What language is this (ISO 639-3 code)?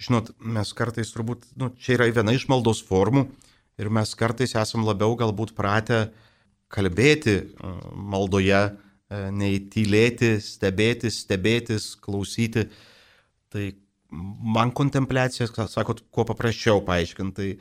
lit